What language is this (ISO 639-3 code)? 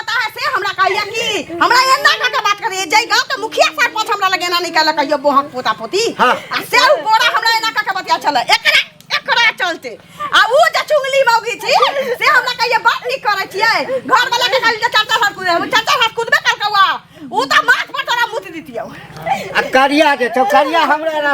mai